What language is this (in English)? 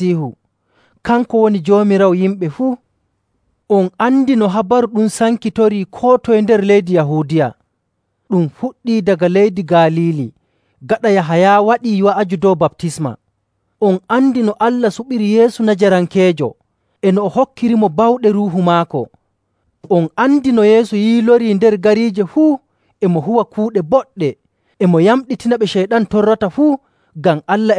Nigerian Fulfulde